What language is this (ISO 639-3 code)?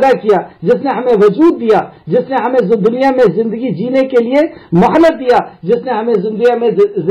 urd